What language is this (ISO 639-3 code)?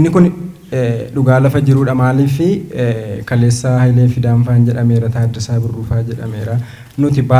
orm